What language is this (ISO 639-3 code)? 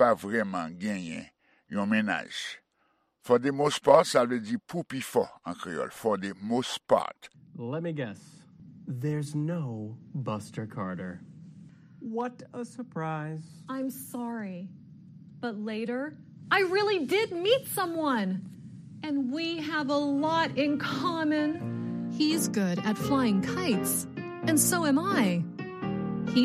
hat